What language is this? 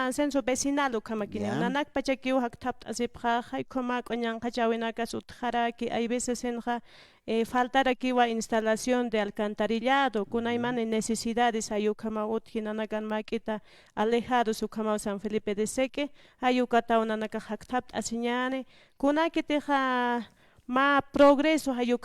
Aymara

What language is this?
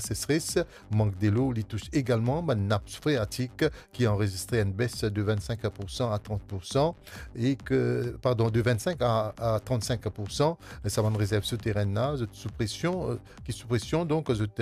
Morisyen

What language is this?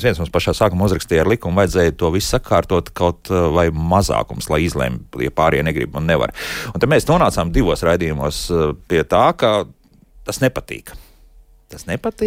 Latvian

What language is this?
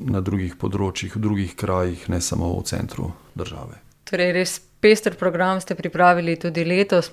Slovenian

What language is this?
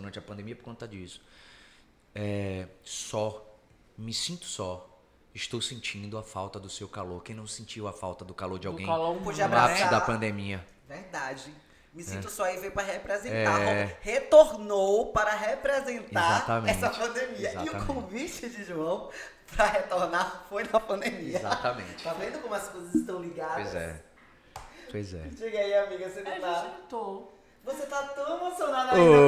Portuguese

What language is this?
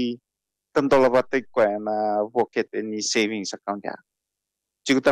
Fijian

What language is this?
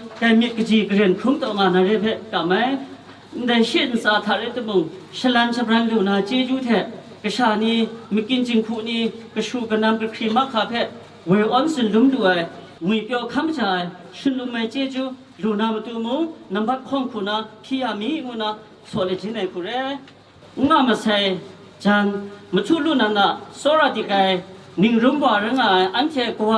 Kachin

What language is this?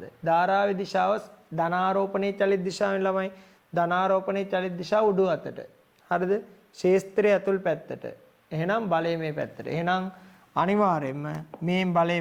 Sinhala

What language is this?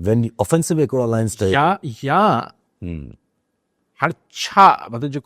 Sindhi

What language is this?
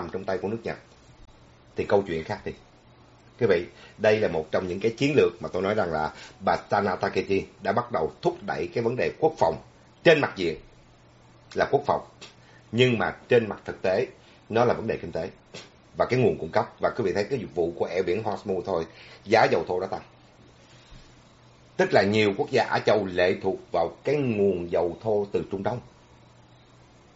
Vietnamese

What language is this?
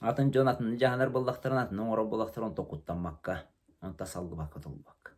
Yakut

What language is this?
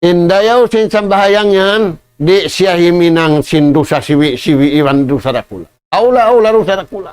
Tausug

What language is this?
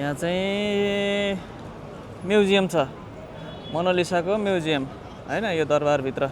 Nepali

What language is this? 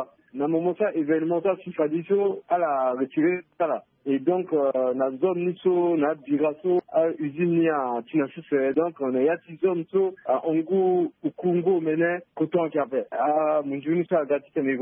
Sango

